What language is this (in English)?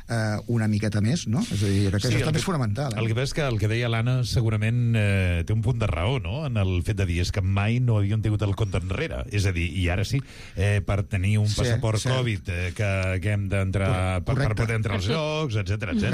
Catalan